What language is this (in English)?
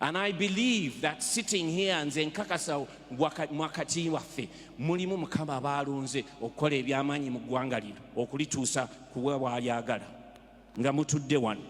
Ganda